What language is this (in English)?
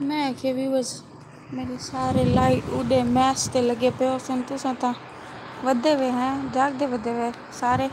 Saraiki